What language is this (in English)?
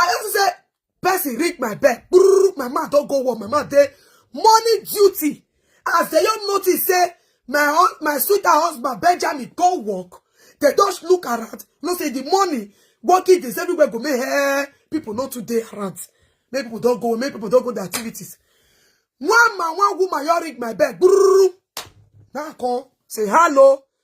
Nigerian Pidgin